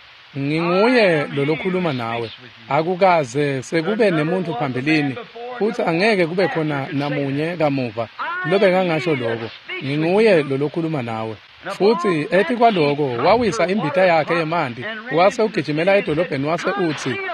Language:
Swati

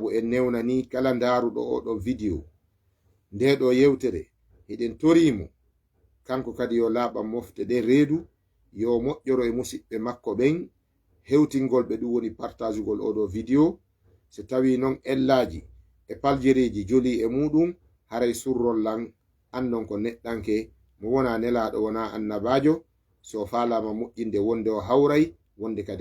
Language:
Fula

